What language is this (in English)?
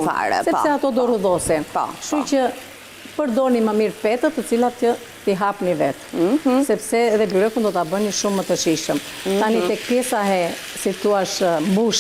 Albanian